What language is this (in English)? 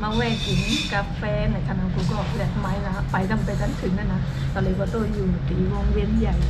Shan